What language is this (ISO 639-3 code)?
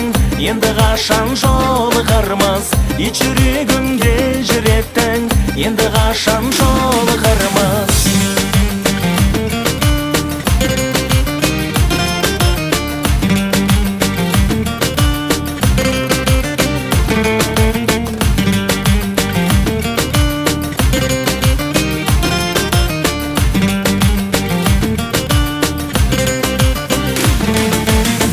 kaz